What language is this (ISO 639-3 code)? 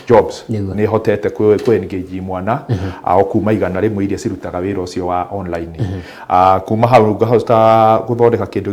kik